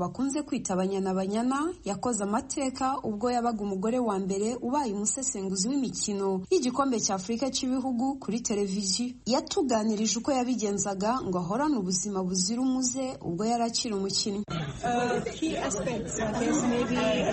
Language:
Kinyarwanda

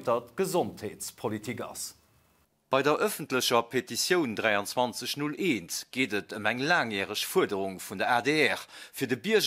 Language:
Luxembourgish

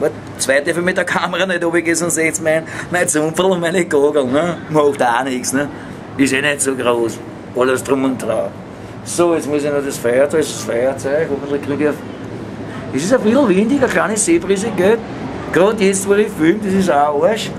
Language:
Bavarian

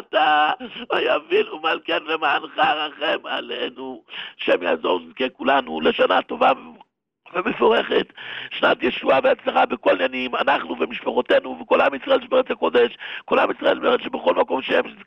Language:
Hebrew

